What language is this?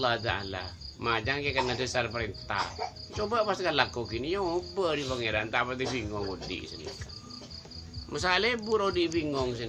Madurese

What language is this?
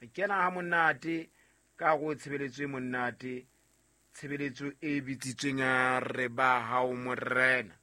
Southern Sotho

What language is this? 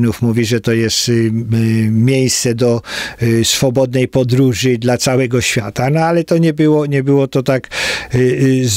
Polish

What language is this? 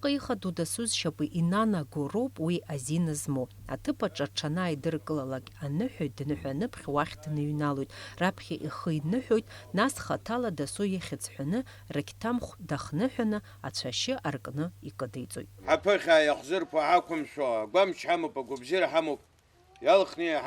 Abkhazian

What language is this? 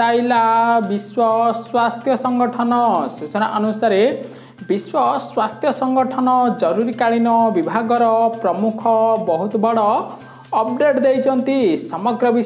Odia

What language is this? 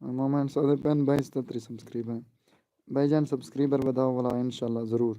Saraiki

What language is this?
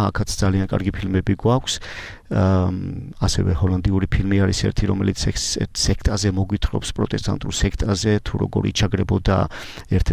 Georgian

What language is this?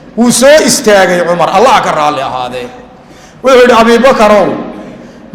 Somali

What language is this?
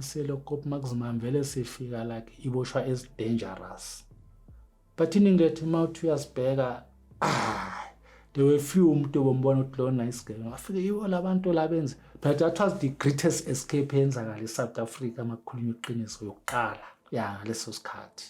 Zulu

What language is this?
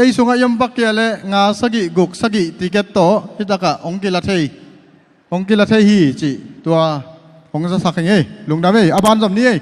Tedim Chin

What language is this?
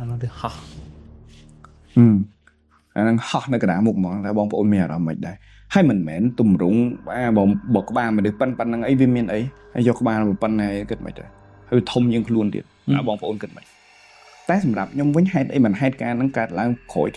Khmer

